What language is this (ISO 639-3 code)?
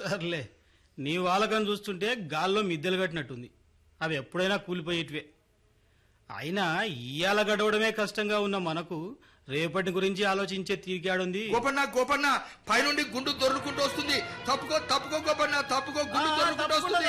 tel